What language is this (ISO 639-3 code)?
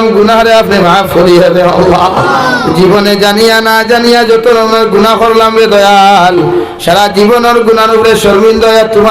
syl